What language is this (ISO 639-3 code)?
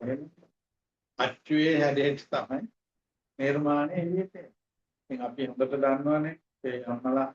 sin